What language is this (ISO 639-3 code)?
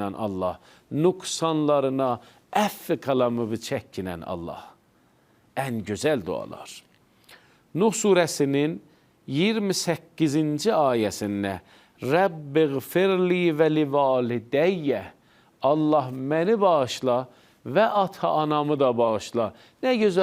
aze